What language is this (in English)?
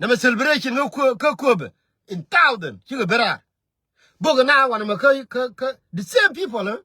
Nuer